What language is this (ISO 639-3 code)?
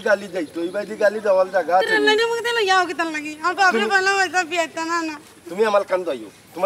syl